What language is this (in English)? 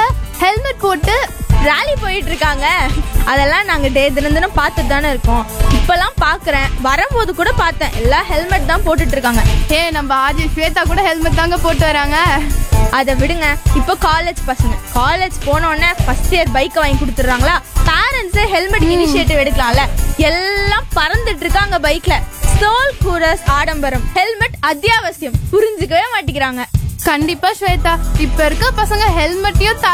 Tamil